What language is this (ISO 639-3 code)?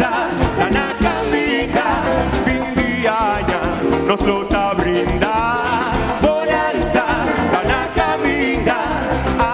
pap